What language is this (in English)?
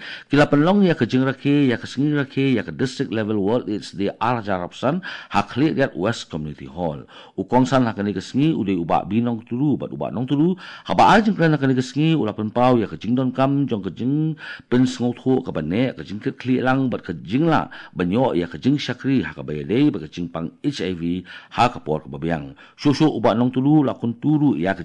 Khasi